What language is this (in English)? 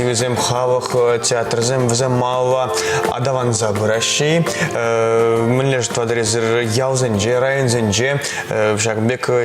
Chuvash